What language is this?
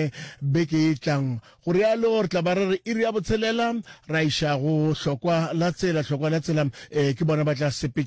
Northern Sotho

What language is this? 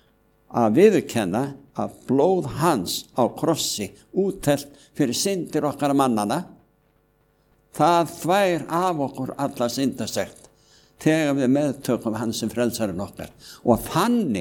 Icelandic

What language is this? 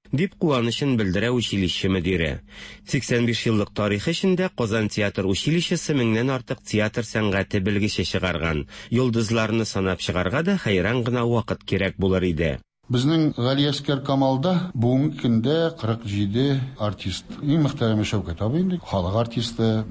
Tatar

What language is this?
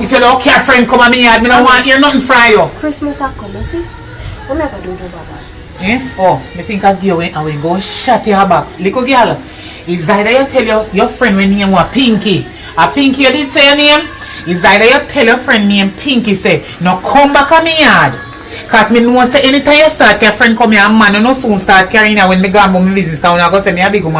Jamaican Creole English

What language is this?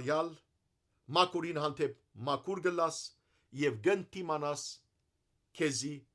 Western Armenian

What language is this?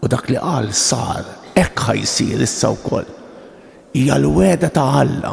Maltese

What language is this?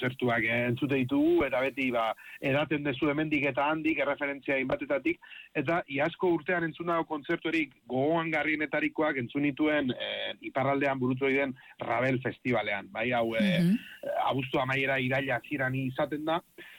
Basque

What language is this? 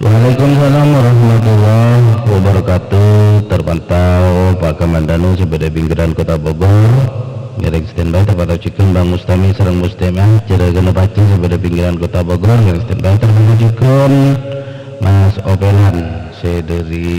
Madurese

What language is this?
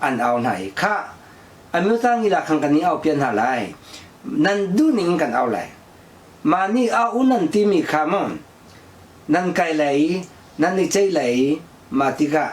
Hakha Chin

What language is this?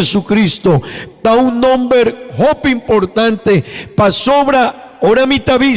Papiamento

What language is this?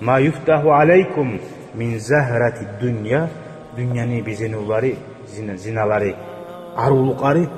Kumyk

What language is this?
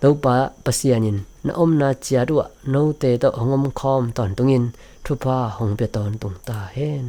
Tedim Chin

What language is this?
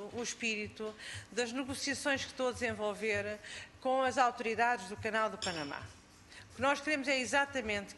Portuguese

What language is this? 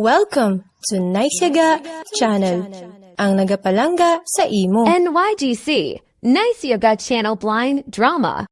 Hiligaynon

